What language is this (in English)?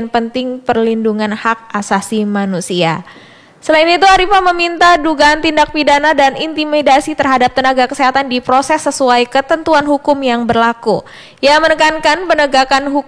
Indonesian